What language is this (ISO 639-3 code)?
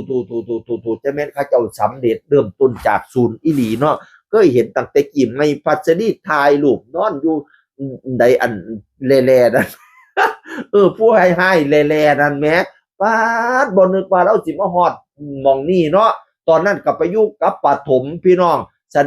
tts